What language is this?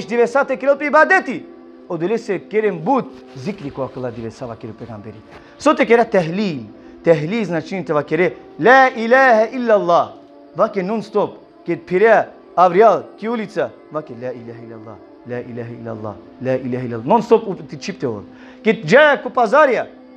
Balkan Romani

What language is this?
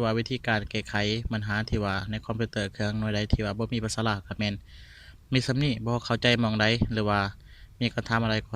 Lao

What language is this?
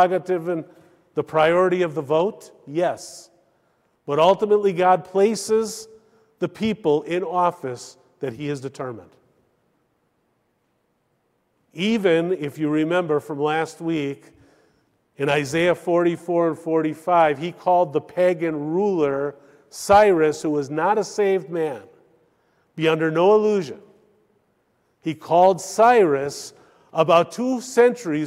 English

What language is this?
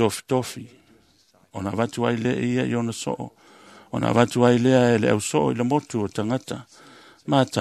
Samoan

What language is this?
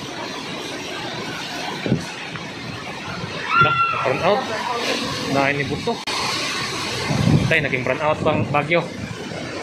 Filipino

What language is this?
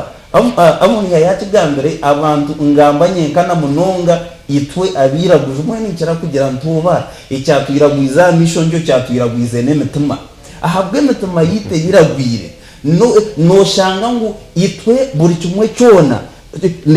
Nyankole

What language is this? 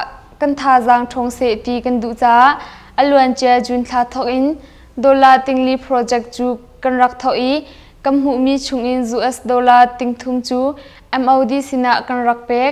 Hakha Chin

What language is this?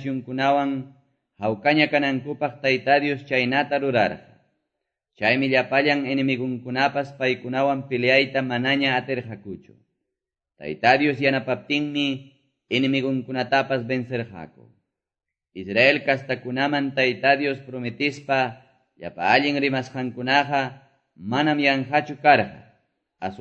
Quechua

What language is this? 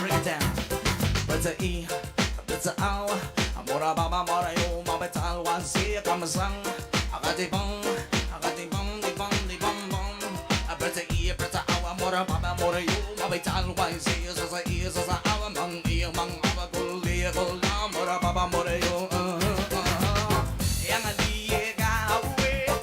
Pohnpeian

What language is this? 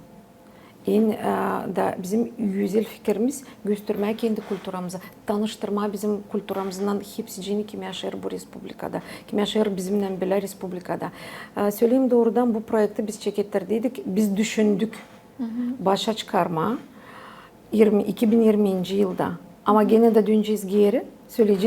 Gagauz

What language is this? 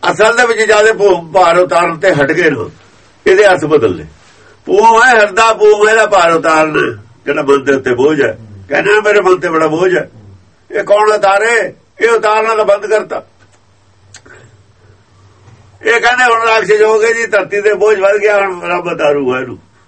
Punjabi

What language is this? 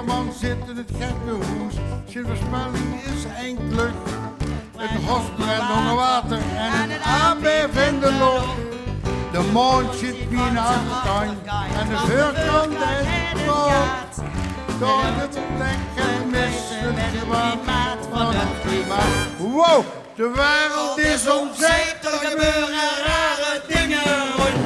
Limburgish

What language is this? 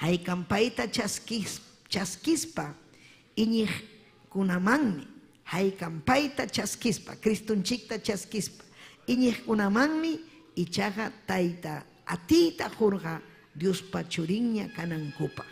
Ayacucho Quechua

